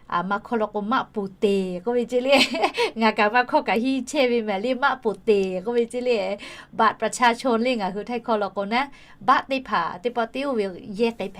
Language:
Lahu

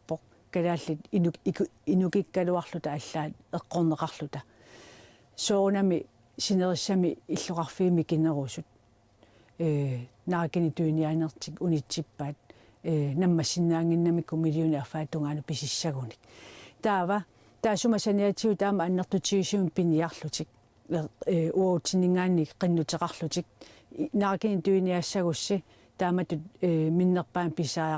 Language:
Kalaallisut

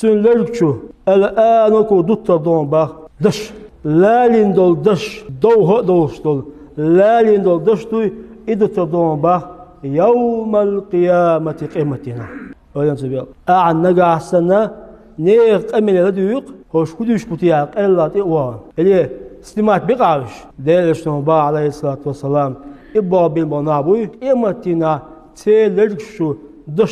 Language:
Chechen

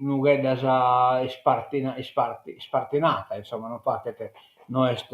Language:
Sardinian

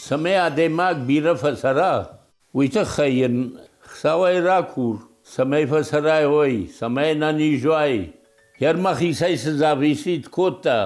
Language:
Ossetic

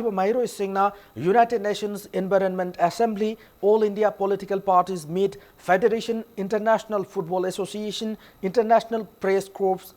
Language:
Manipuri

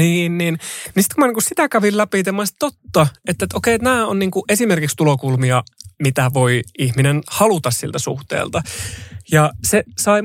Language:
Finnish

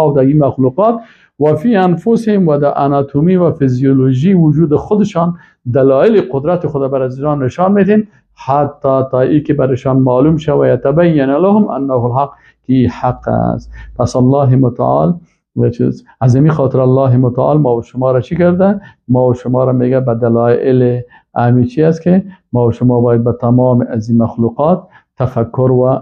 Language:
Persian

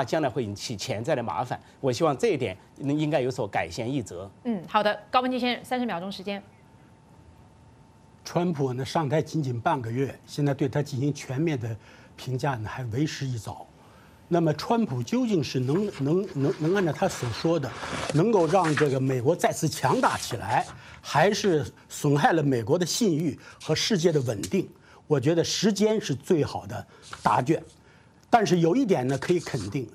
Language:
Chinese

